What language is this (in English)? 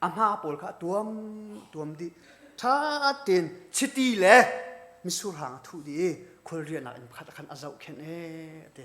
Hakha Chin